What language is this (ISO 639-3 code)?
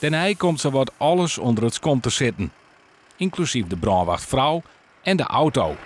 fry